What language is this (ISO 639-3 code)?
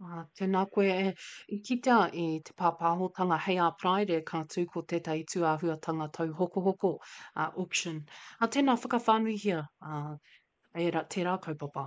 mri